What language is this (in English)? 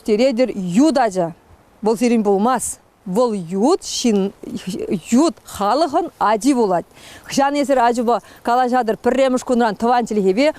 Chuvash